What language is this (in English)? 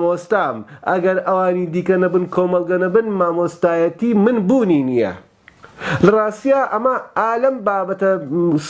Central Kurdish